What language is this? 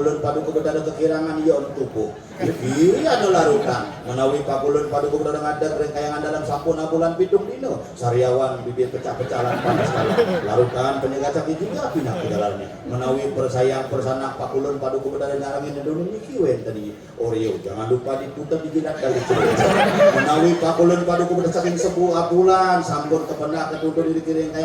Balinese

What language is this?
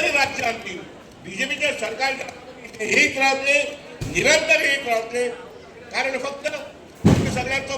Konkani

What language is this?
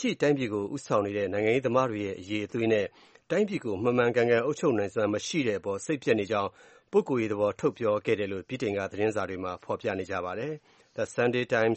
Burmese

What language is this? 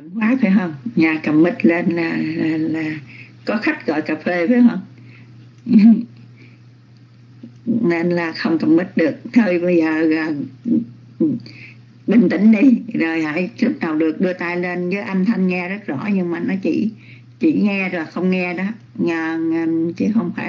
Vietnamese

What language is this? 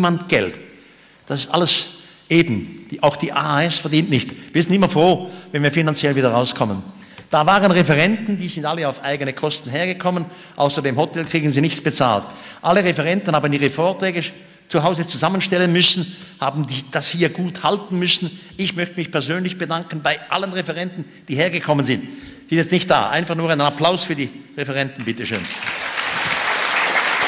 German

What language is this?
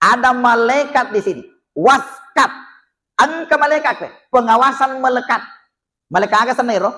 Buginese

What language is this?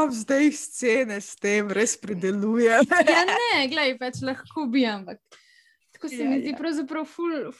Slovenian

